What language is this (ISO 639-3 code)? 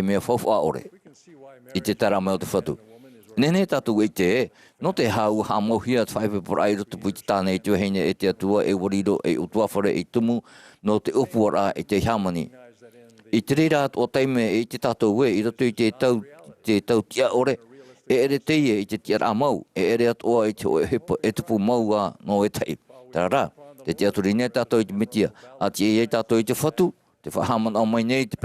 tah